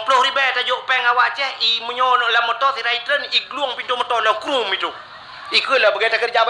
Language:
Achinese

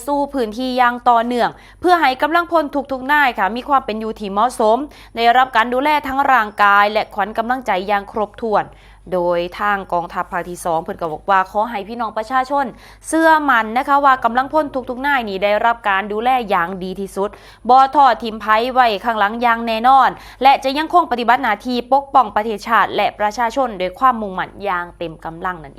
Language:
Northeastern Thai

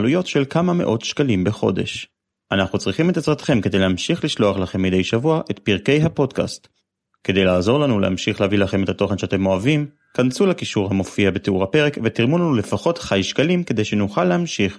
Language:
Hebrew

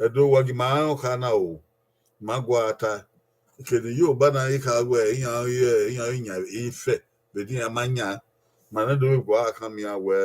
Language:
Bini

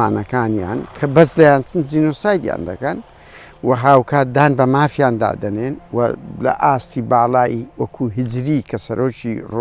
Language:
Central Kurdish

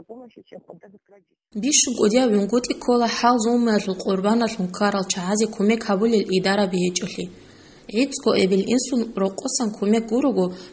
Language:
Avaric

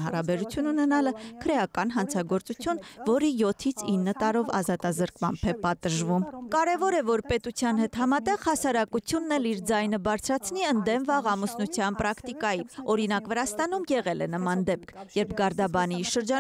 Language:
Armenian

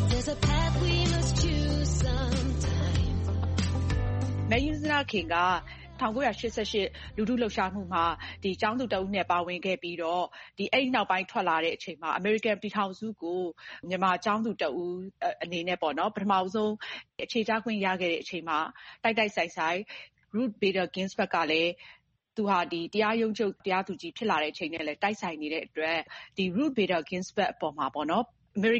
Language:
Burmese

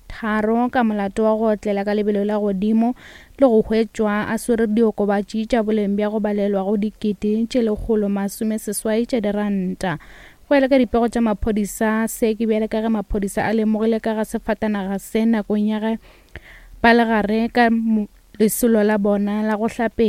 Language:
Northern Sotho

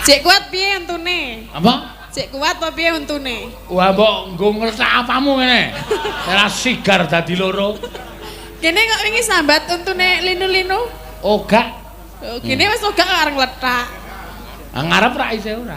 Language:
Javanese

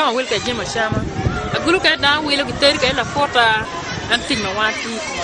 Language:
Acoli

